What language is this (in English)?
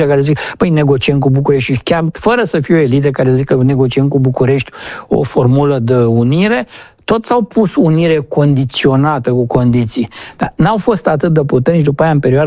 Romanian